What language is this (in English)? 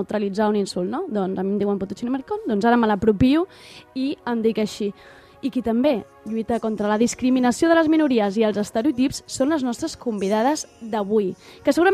Catalan